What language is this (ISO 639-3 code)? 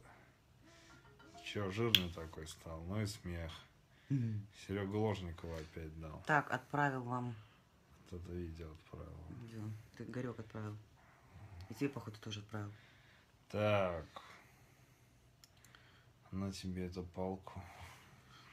rus